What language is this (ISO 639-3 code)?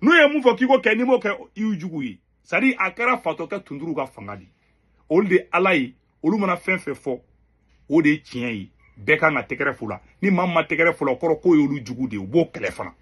bam